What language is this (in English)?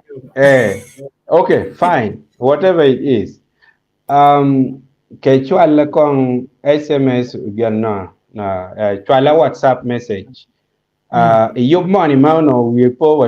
Acoli